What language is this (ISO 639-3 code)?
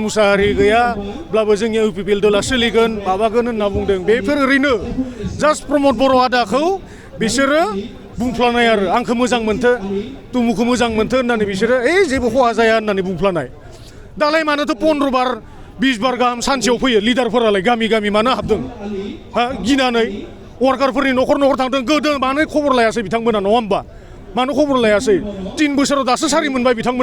brx